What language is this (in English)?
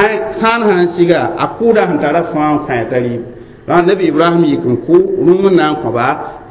Mossi